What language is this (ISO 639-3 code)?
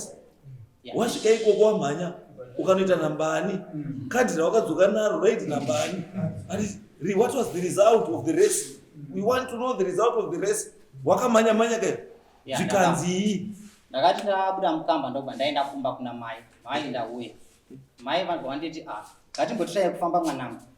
sna